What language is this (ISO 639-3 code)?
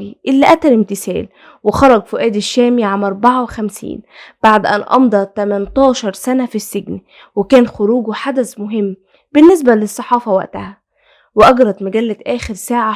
arz